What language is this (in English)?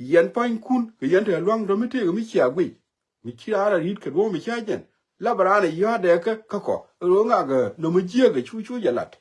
Nuer